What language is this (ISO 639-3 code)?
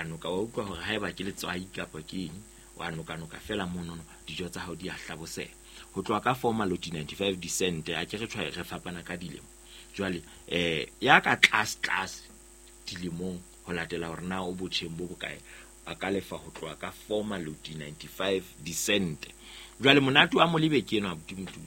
sot